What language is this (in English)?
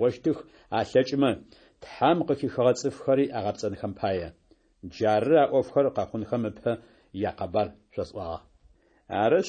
Adyghe